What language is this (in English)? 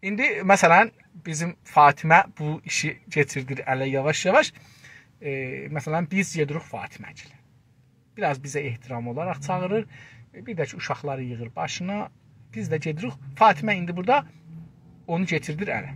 South Azerbaijani